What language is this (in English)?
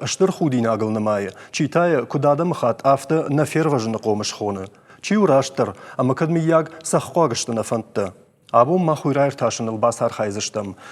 Ossetic